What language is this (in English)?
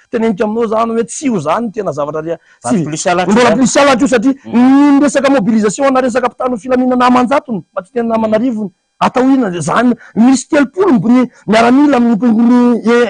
Malagasy